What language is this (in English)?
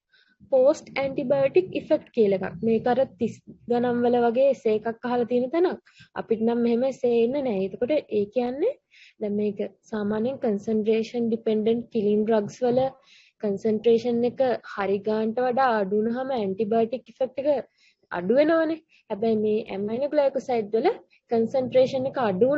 Sinhala